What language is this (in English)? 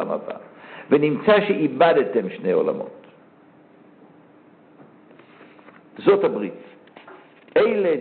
Hebrew